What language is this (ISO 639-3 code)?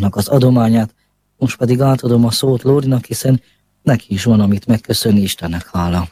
hun